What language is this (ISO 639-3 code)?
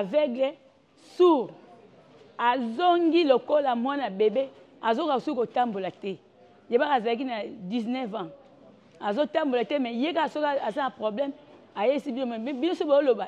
lin